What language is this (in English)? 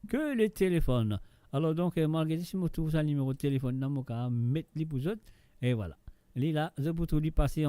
Morisyen